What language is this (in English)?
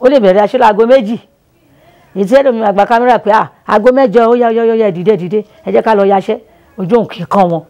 Yoruba